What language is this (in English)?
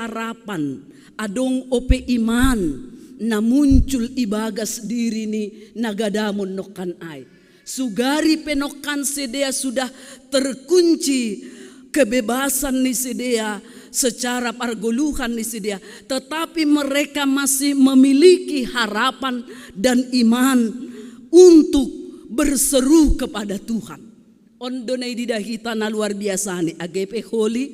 Batak Simalungun